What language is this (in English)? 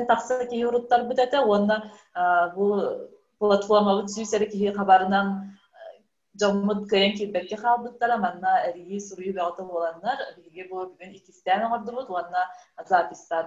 Yakut